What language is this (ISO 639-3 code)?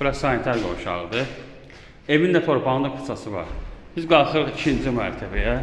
aze